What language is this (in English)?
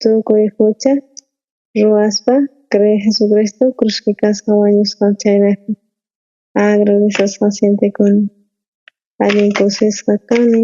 South Bolivian Quechua